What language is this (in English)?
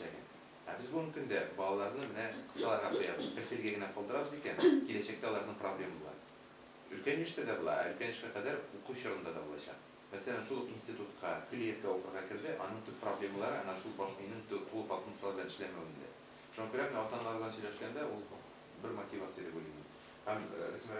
Tatar